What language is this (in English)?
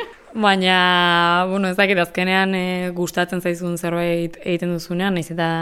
Basque